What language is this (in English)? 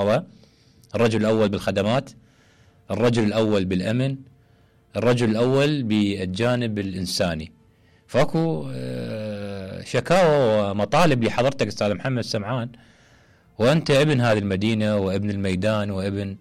Mesopotamian Arabic